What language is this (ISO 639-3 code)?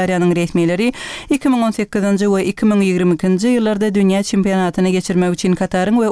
tuk